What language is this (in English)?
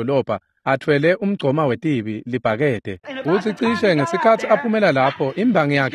Swati